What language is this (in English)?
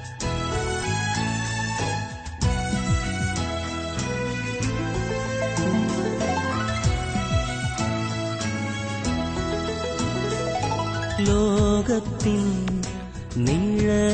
Malayalam